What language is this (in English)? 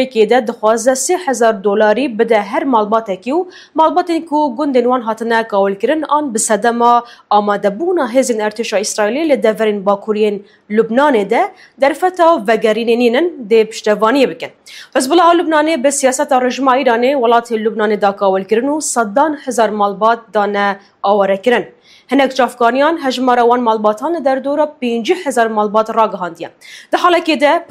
Kurdish